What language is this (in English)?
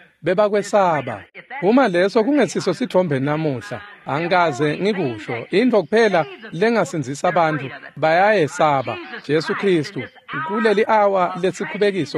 Swati